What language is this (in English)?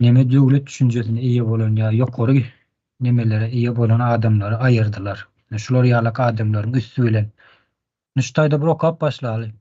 Turkmen